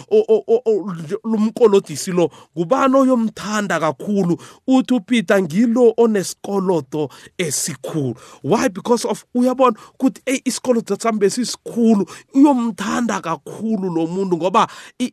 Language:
South Ndebele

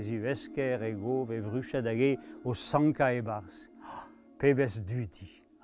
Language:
Breton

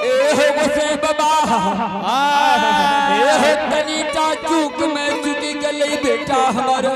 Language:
Angika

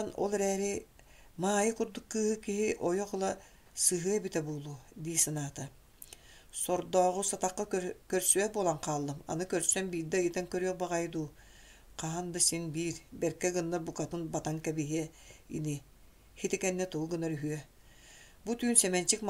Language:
Yakut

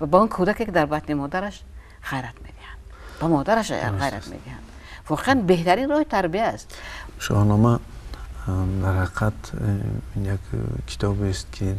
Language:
Tajik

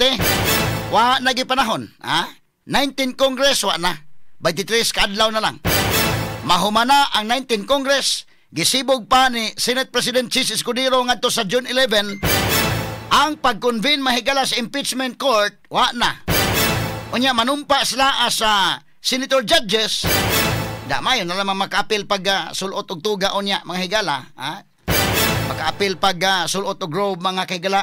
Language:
Cebuano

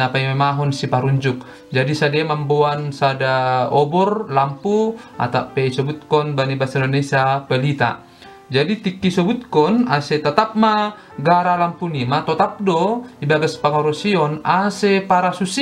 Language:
Batak Simalungun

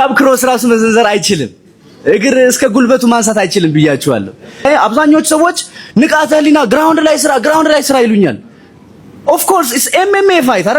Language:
Amharic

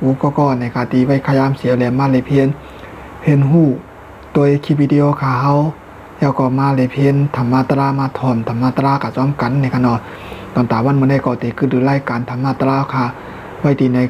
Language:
Shan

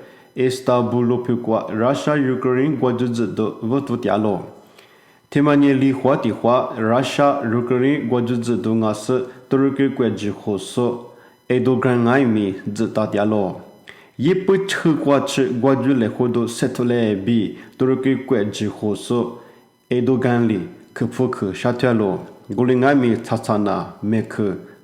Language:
Lisu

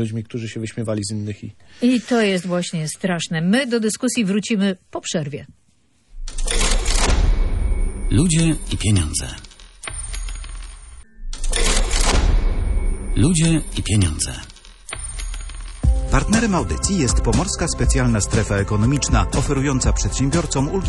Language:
Polish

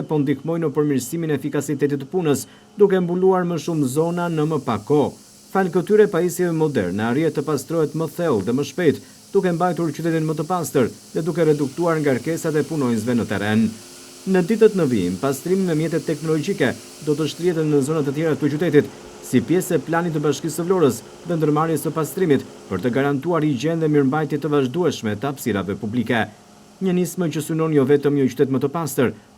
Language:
Albanian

